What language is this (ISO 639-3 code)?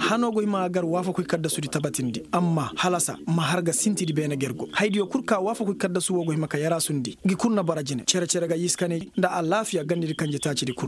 ses